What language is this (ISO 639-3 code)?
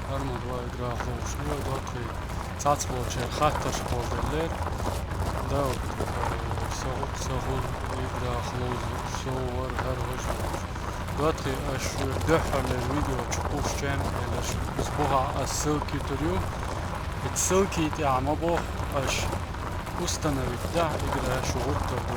che